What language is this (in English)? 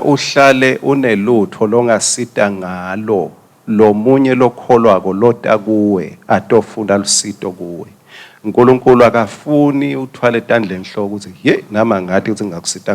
Swati